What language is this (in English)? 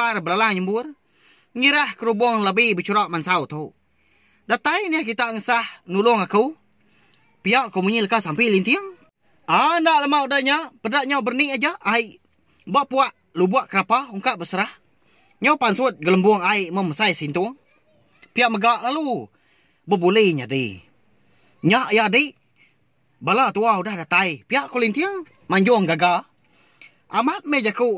Iban